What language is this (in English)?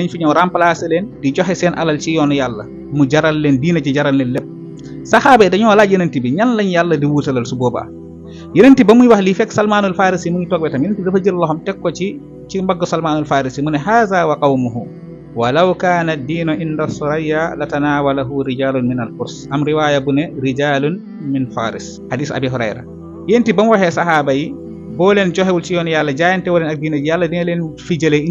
Wolof